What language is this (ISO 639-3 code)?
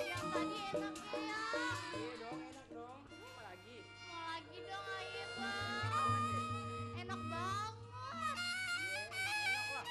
bew